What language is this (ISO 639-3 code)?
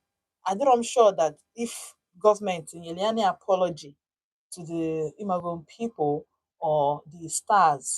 ibo